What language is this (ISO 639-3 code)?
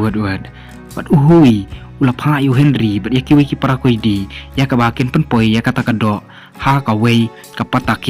kha